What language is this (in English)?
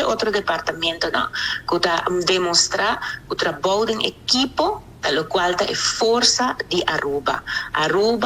Papiamento